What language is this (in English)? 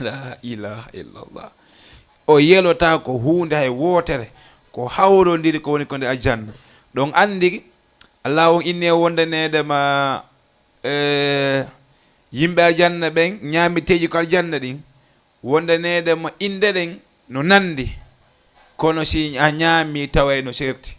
Fula